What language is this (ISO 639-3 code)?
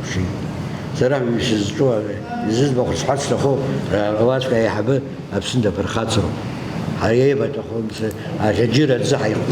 abk